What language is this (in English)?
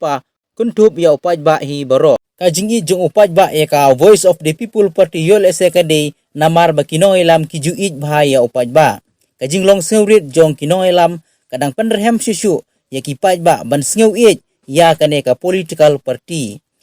Khasi